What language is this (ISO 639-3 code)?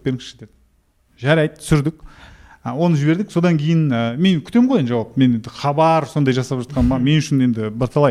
kaz